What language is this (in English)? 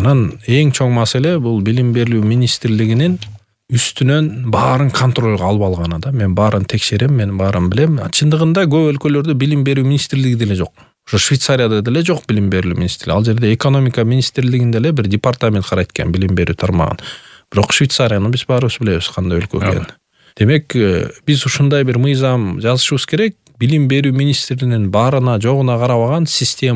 Kyrgyz